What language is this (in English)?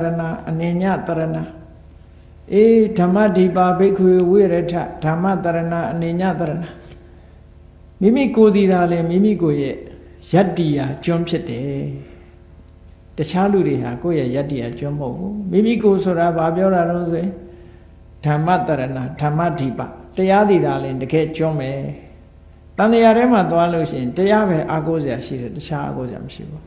Burmese